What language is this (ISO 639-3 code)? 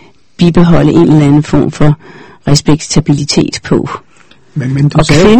dan